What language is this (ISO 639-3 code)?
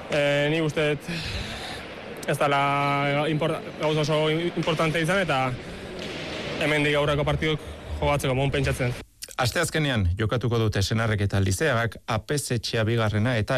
eus